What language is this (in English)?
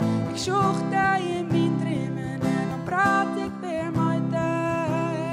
Western Frisian